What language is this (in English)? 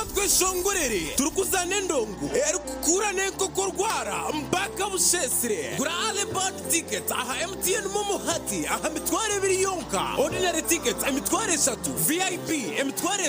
Nyankole